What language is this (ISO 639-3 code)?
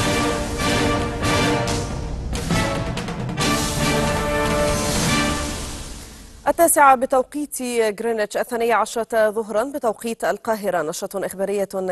ara